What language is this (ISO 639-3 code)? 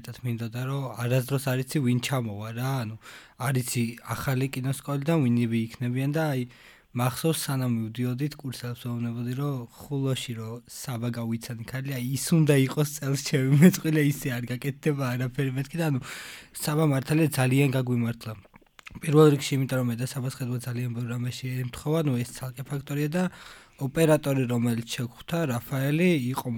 kat